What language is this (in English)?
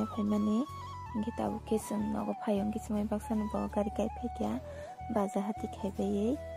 Kok Borok